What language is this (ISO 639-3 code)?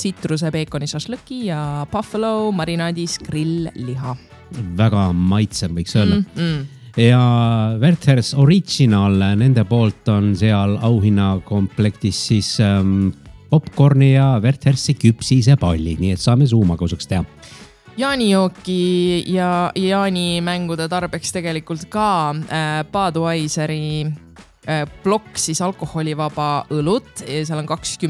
est